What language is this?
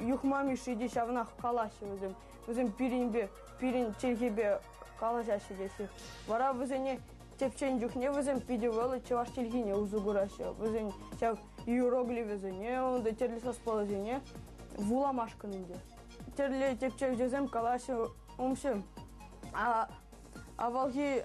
Chuvash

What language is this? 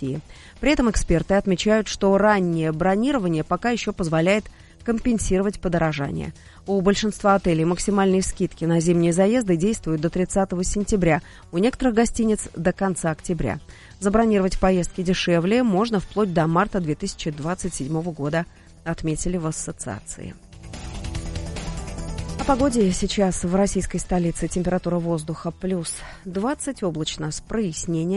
Russian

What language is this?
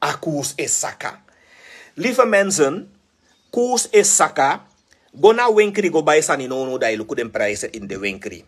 Sranan Tongo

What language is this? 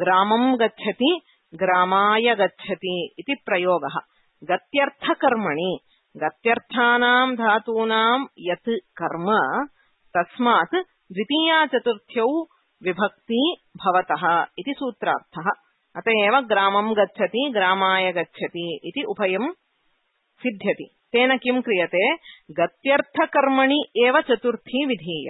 Sanskrit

